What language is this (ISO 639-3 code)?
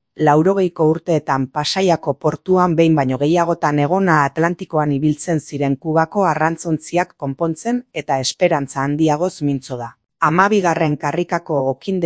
eus